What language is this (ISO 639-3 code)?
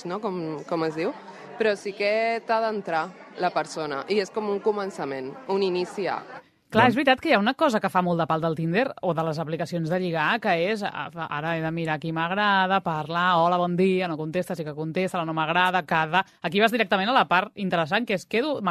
cat